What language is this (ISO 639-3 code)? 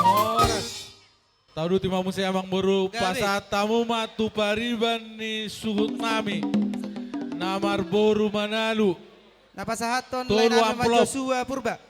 bbc